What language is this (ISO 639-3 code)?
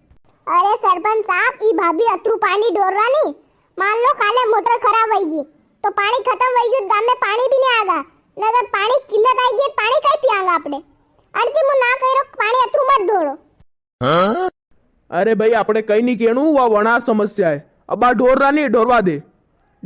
raj